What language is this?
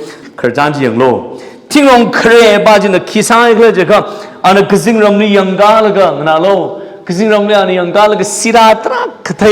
Tangkhul Naga (India)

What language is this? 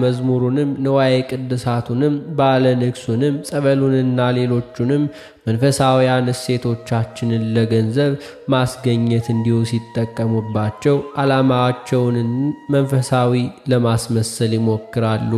Amharic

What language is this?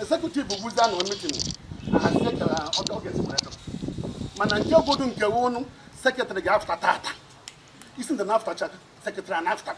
Igbo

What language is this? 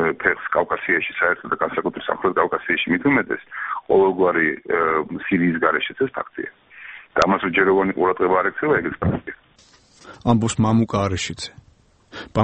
Georgian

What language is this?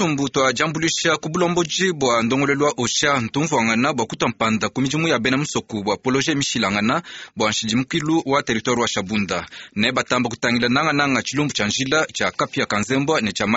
Luba-Lulua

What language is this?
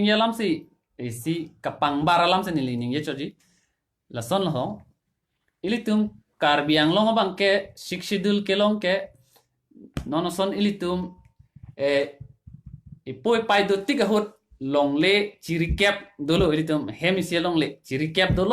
Karbi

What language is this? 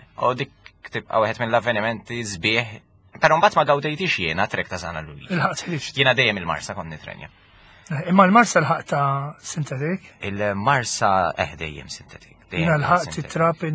Maltese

